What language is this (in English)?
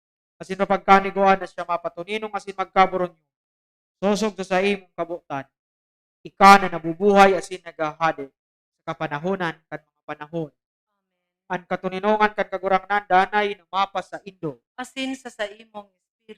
Bikol